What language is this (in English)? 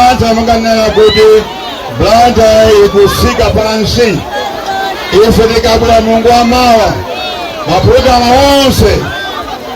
Nyanja